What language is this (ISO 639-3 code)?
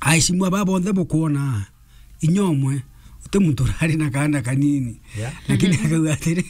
mer